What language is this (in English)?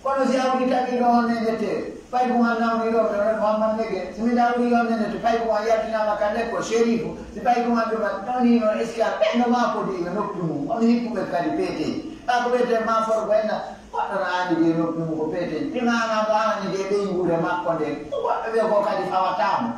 Pular